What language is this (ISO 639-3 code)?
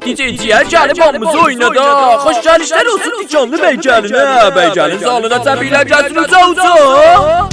azb